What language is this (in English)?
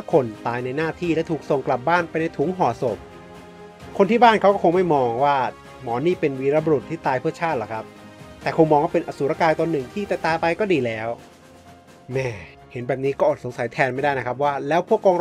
Thai